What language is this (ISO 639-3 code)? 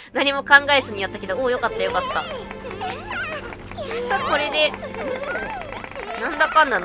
jpn